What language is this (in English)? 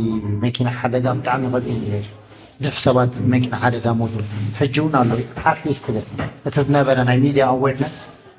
Tigrinya